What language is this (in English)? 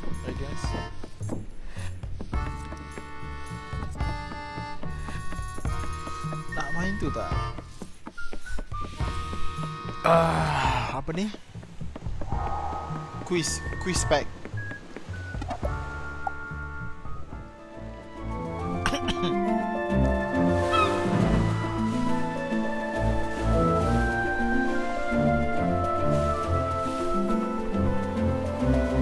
Malay